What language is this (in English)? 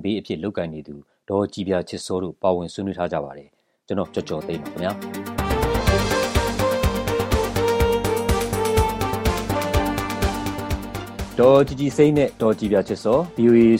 Burmese